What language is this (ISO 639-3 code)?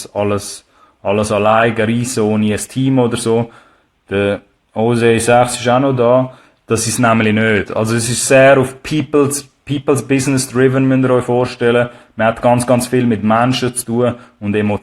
gsw